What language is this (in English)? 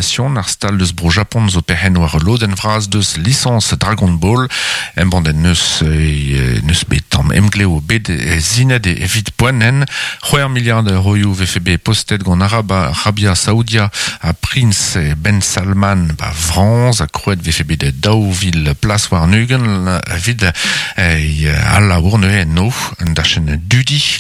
Breton